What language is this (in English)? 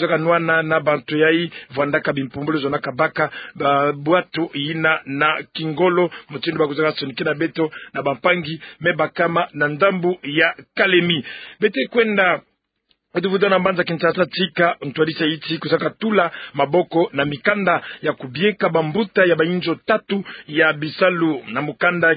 Kituba (Democratic Republic of Congo)